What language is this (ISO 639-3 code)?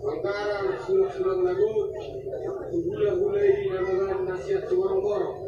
bbc